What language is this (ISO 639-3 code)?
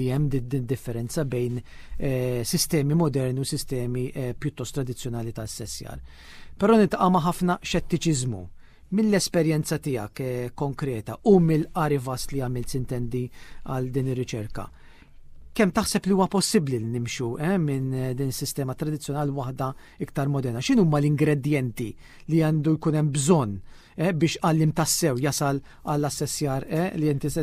mlt